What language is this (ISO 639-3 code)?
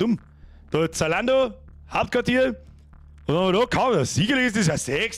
bar